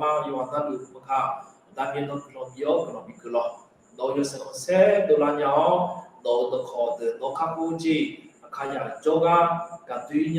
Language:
Akha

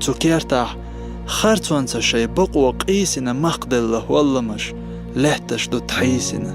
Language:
Chechen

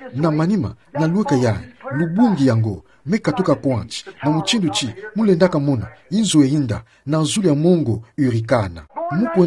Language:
Kituba (Democratic Republic of Congo)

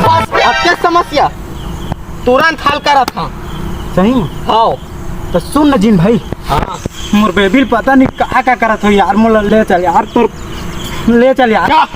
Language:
Chhattisgarhi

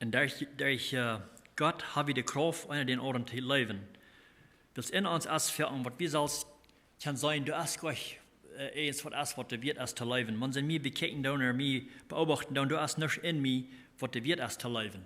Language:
Plautdietsch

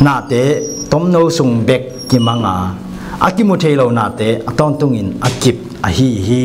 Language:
Tedim Chin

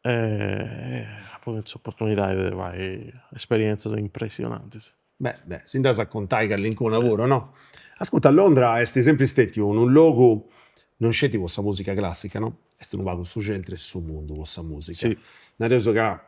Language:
Sardinian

